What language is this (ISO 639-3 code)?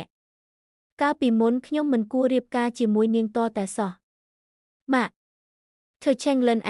khm